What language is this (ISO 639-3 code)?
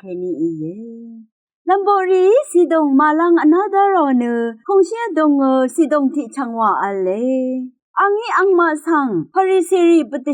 raw